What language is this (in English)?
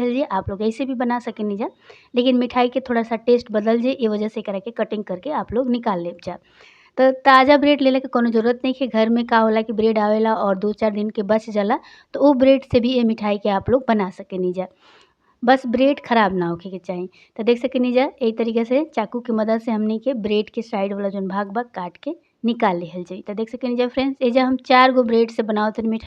Bhojpuri